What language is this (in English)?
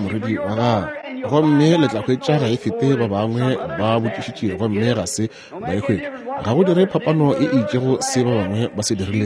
Northern Sotho